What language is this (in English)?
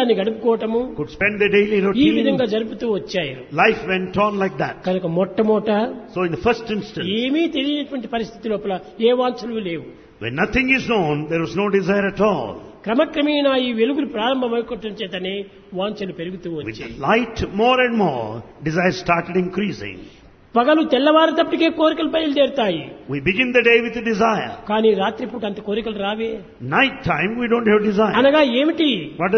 Telugu